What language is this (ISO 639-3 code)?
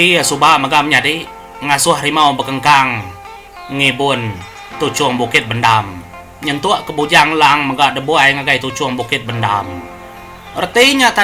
iba